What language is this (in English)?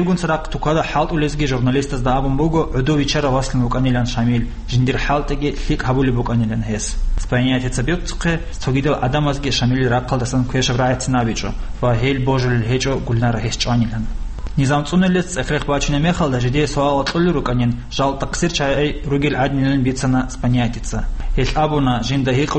Avaric